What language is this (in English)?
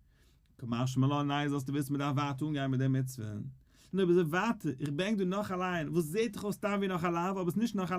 Yiddish